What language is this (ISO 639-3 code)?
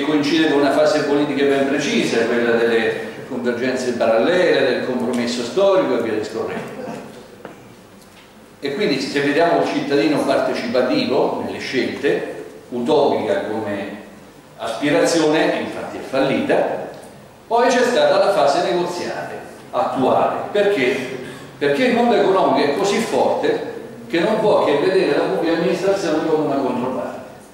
ita